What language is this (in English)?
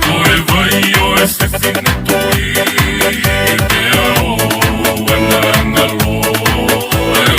Tongan